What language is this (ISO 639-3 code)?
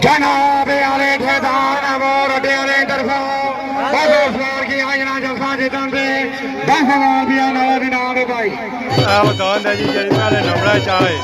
phr